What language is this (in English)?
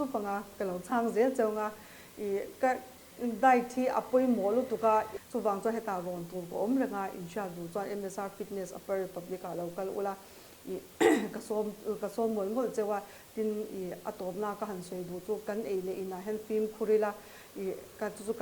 Mizo